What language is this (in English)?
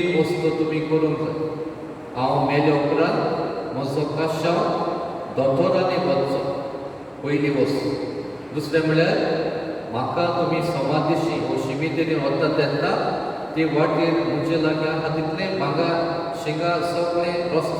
Konkani